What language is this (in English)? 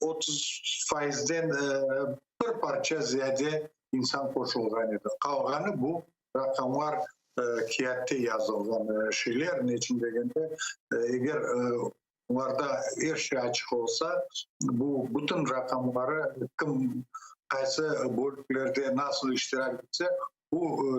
Crimean Tatar